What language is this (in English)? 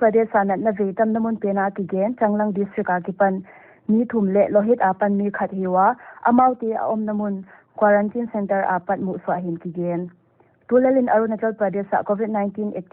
Paite Chin